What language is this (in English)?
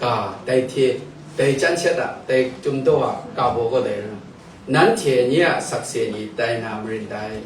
Kachin